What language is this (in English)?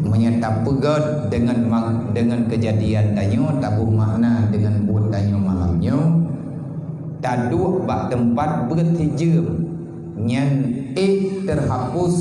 Achinese